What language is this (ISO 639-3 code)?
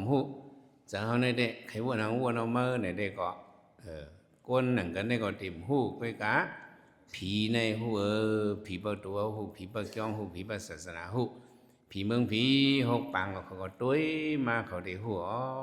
shn